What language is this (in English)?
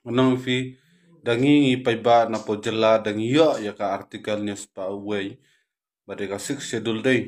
Khasi